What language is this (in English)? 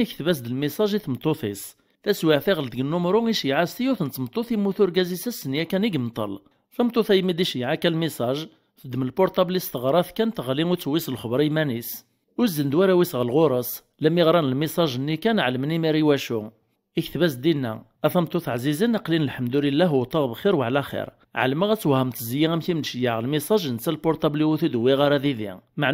Kabyle